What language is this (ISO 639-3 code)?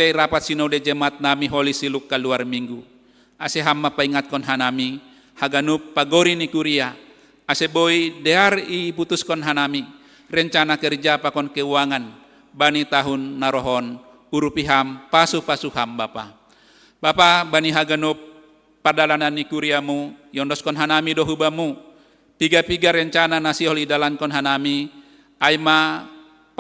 bts